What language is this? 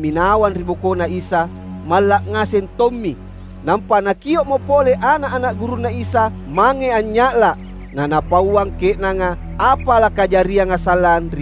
Makasar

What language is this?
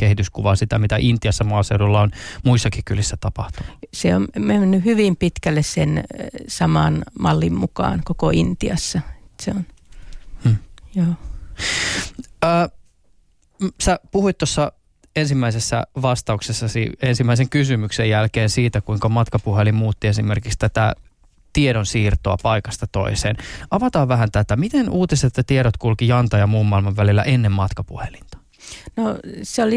Finnish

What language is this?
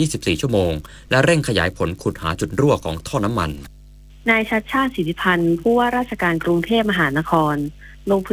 Thai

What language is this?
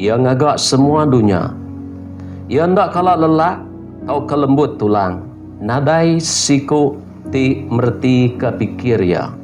Iban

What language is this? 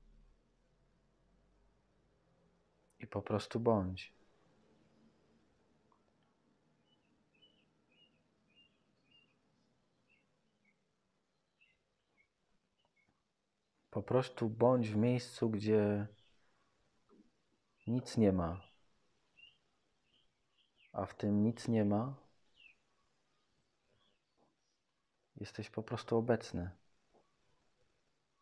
Polish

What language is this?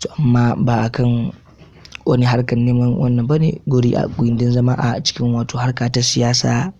Hausa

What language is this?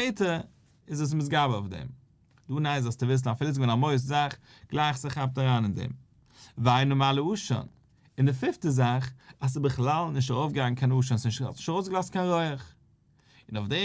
Yiddish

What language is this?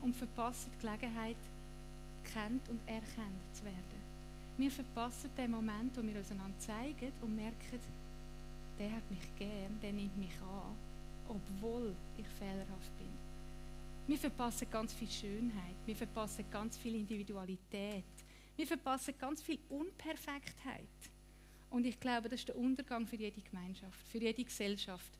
Swiss German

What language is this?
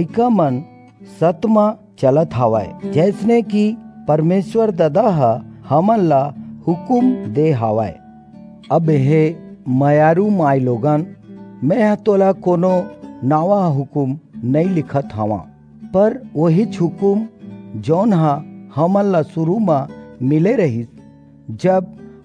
Chhattisgarhi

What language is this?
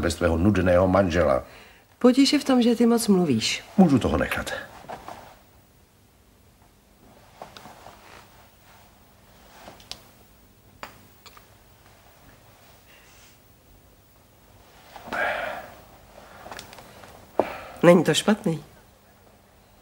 Czech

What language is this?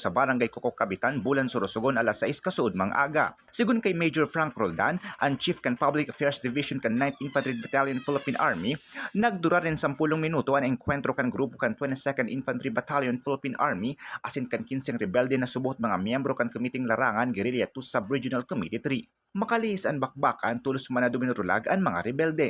Bikol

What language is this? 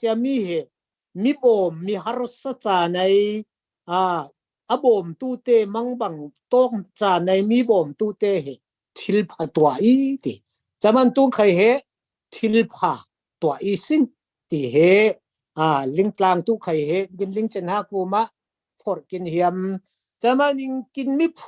Falam Chin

